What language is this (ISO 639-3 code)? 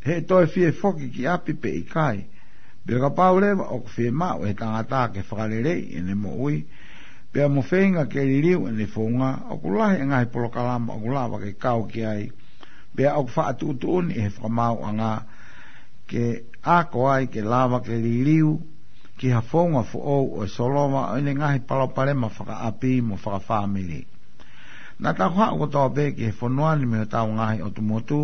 ton